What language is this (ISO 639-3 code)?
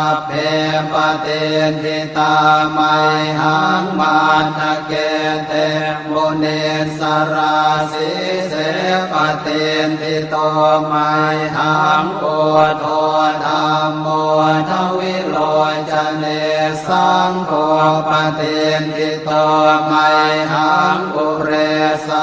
pli